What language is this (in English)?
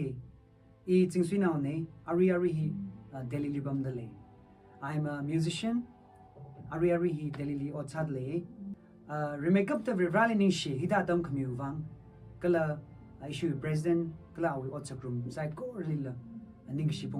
Tangkhul Naga (India)